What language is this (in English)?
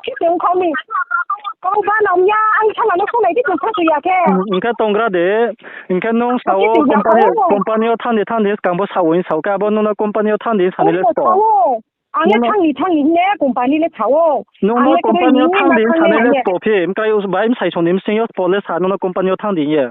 Riang (India)